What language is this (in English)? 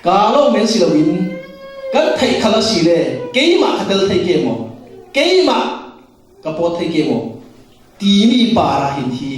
Falam Chin